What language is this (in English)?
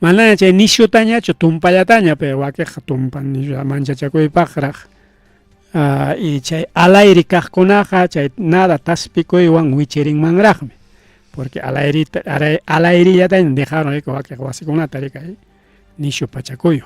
Ayacucho Quechua